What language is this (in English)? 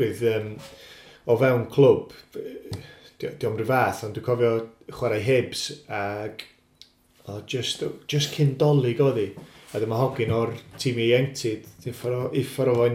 Welsh